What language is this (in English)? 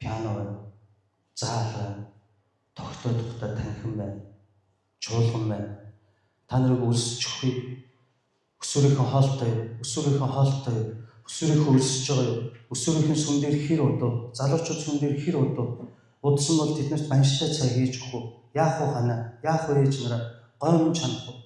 Mongolian